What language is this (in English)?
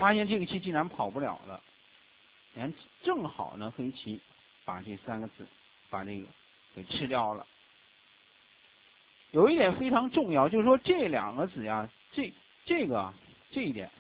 Chinese